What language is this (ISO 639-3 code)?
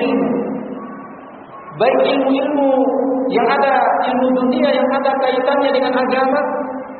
ind